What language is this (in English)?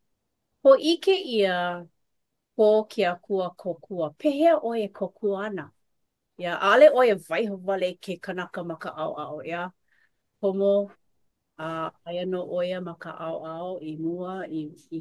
Hawaiian